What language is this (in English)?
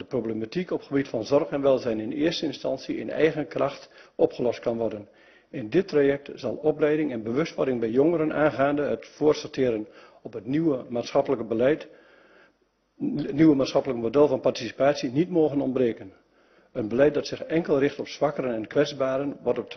Dutch